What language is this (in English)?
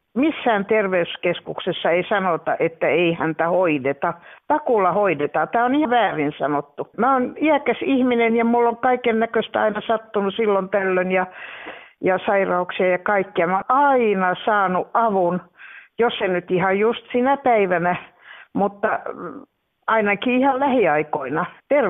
Finnish